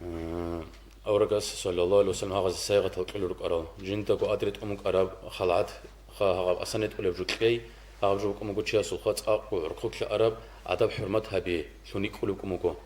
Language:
Avaric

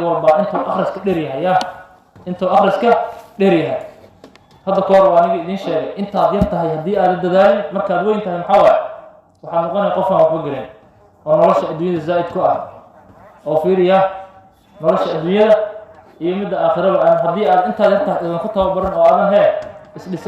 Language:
Somali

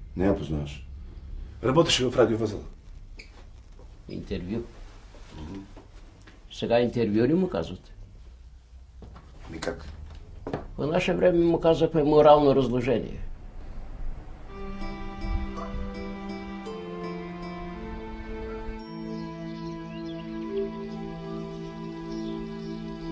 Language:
Bulgarian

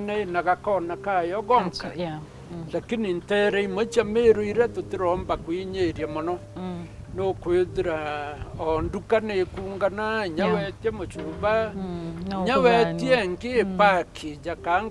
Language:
Meru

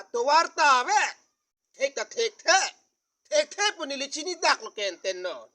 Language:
Karbi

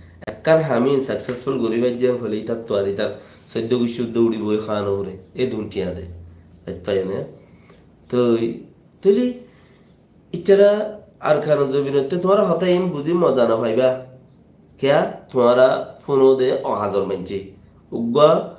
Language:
Rohingya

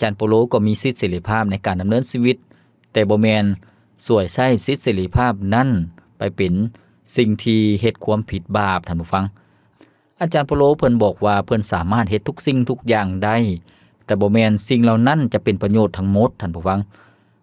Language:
Lao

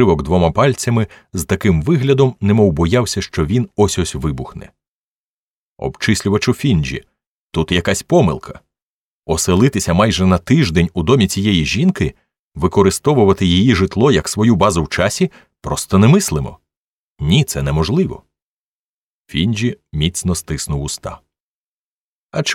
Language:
Ukrainian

